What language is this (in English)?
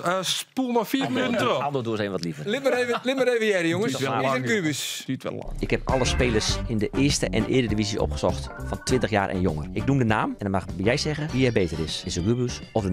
Western Frisian